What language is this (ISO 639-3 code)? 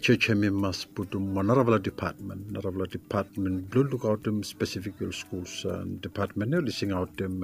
bis